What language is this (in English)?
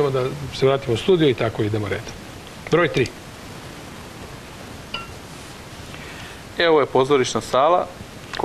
Serbian